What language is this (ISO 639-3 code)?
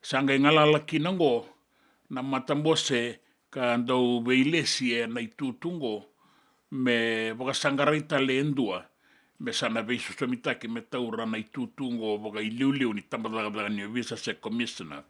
fij